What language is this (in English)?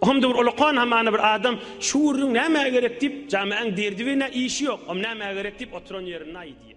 Turkmen